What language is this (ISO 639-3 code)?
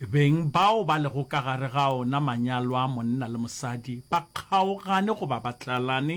nso